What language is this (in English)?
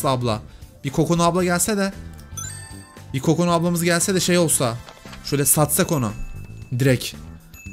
Turkish